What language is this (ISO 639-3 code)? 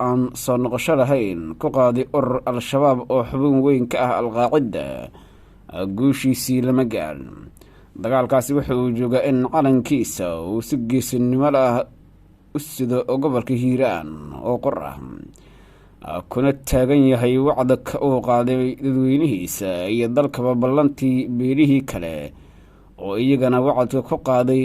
som